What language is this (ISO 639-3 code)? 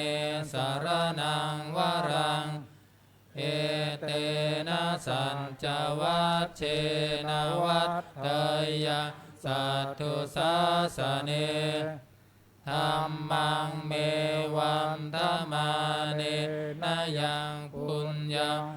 pli